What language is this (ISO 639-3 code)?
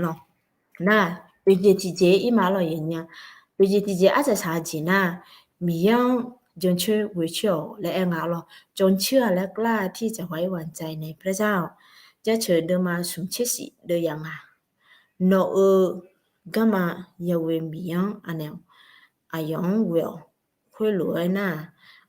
ahk